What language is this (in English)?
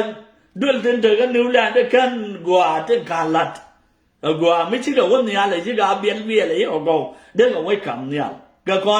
Nuer